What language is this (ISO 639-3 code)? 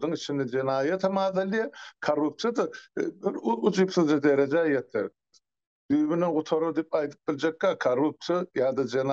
tuk